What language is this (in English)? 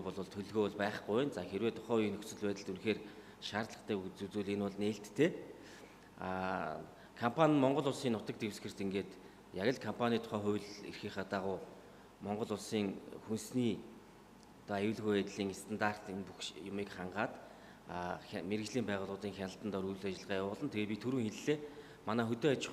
Mongolian